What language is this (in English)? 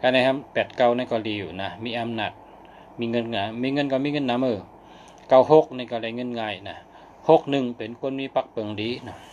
Shan